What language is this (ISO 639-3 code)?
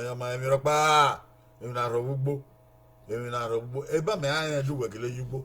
bin